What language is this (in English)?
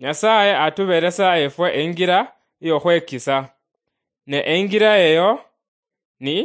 Luyia